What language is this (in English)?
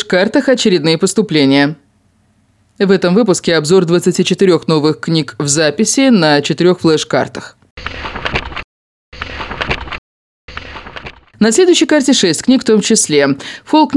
Russian